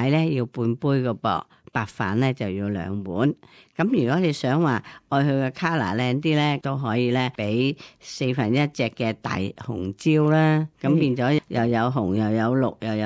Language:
Cantonese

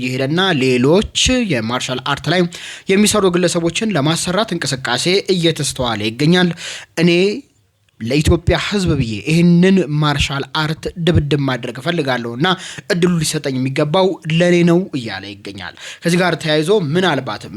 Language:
Amharic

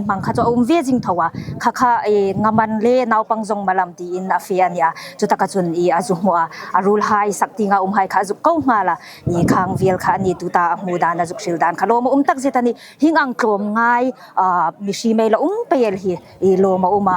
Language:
Hmar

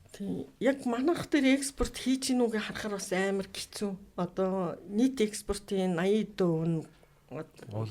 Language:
Mongolian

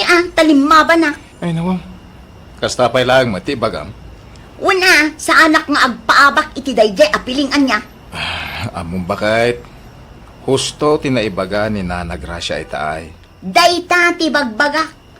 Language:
Iloko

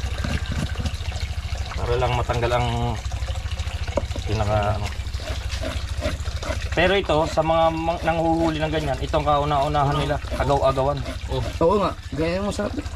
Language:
Filipino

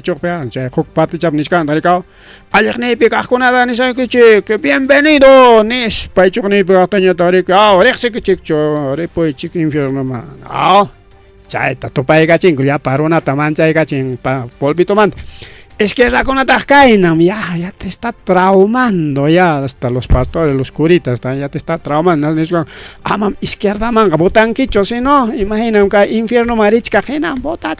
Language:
Ayacucho Quechua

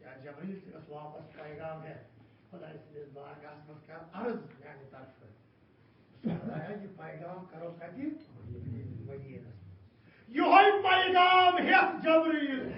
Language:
Kashmiri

